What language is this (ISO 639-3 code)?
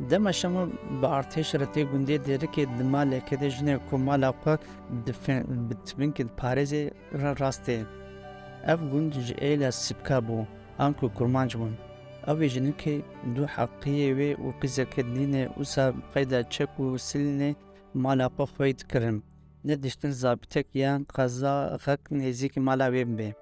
kur